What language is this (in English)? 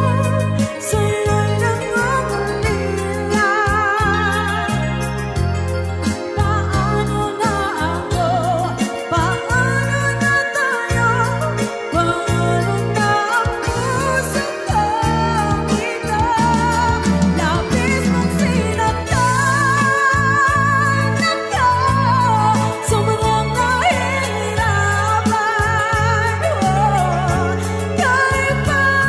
Filipino